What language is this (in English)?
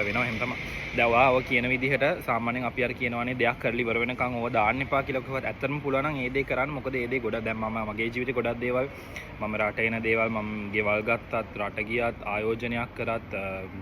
Sinhala